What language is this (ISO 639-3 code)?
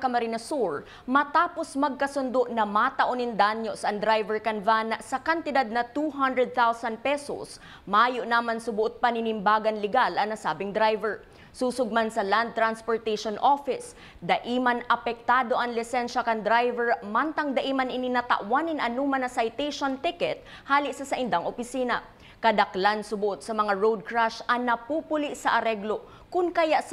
bik